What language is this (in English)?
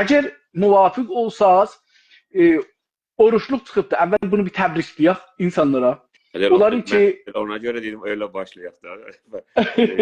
South Azerbaijani